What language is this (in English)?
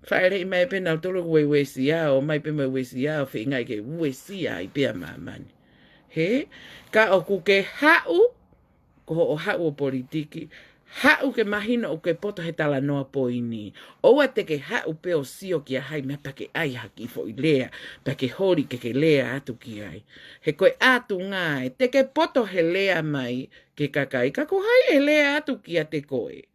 Tongan